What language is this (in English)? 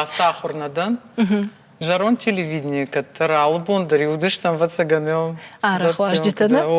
Ossetic